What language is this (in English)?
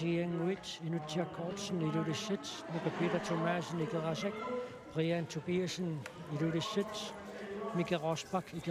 Kalaallisut